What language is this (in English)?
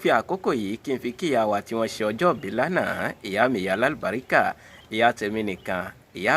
Yoruba